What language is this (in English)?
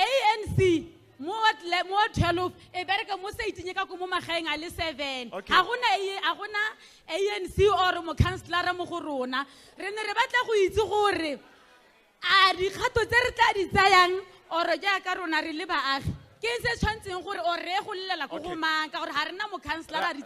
Tswana